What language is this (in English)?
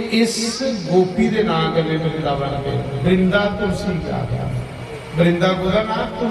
Dogri